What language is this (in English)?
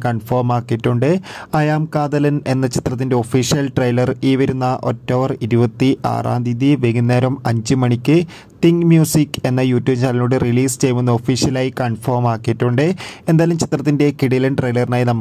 Malayalam